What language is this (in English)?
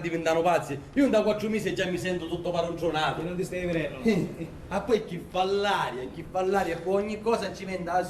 Sicilian